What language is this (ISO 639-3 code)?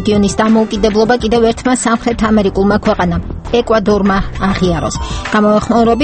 kat